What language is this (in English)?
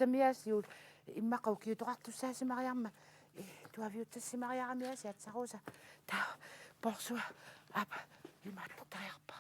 Kalaallisut